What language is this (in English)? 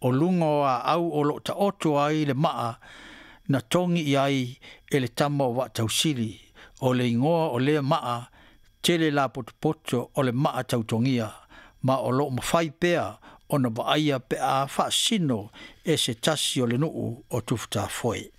Samoan